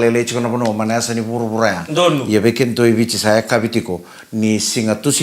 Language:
Fijian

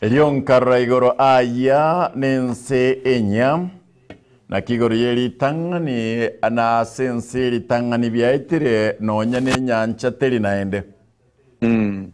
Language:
Gusii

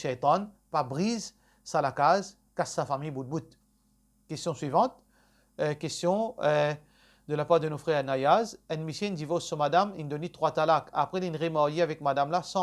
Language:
Morisyen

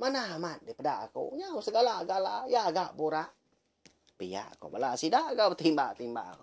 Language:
Iban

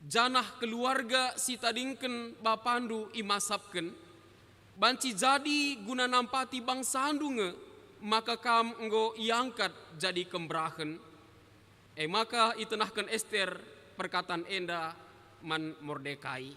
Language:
Batak Karo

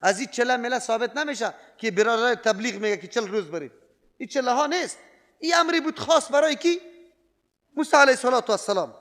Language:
Persian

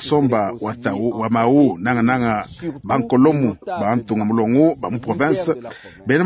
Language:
Luba-Lulua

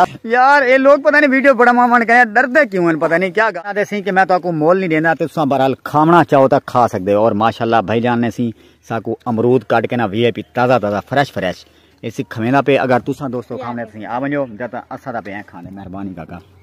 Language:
Saraiki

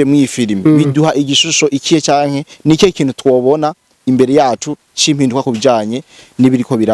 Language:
Rundi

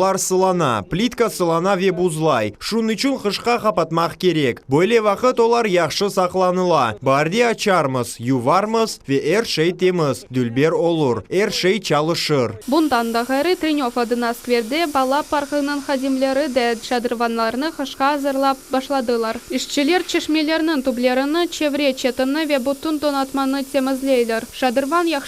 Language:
Crimean Tatar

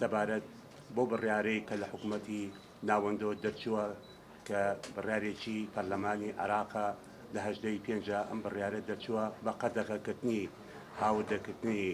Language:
Central Kurdish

